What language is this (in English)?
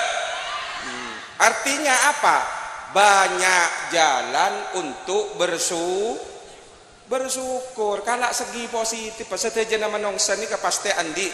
Madurese